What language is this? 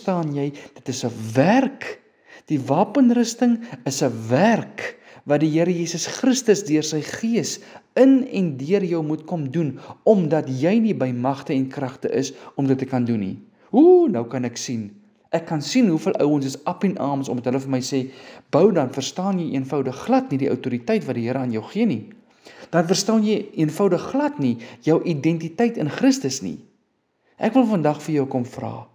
Afrikaans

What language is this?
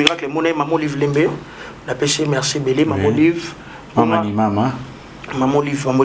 Lingala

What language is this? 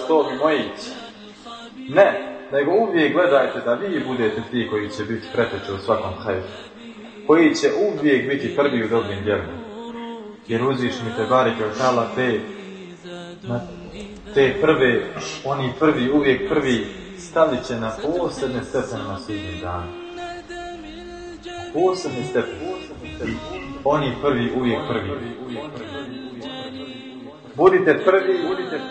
Bosnian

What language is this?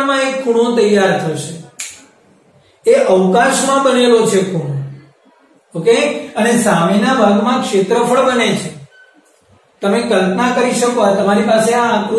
Gujarati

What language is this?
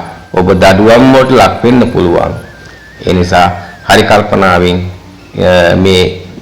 Sinhala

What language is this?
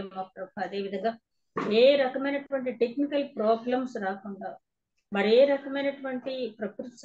Telugu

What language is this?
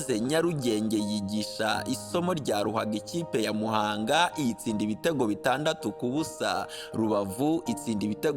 Kinyarwanda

